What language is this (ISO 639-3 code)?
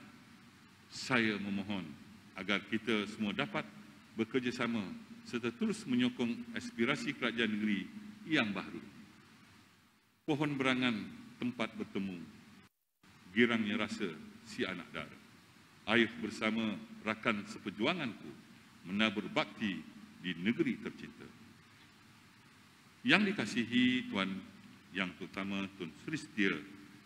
msa